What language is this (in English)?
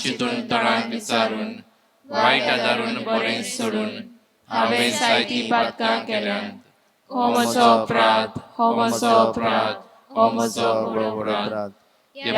Konkani